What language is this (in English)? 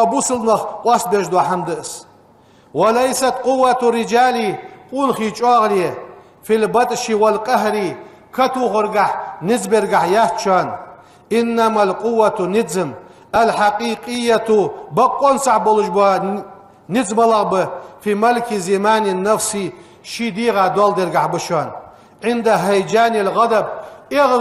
Ingush